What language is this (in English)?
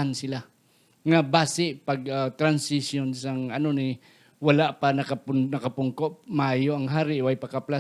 Hiligaynon